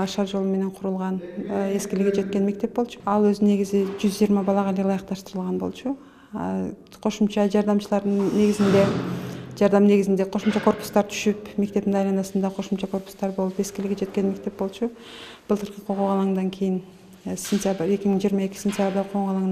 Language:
Kyrgyz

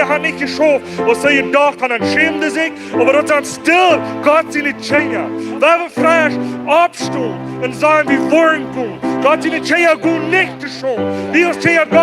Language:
Plautdietsch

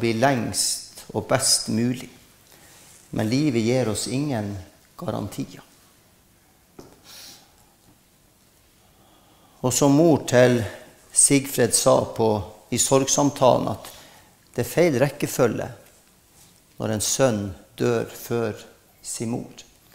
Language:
Norwegian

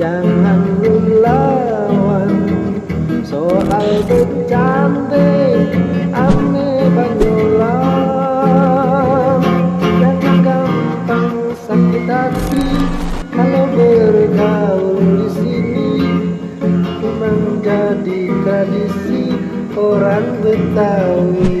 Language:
Betawi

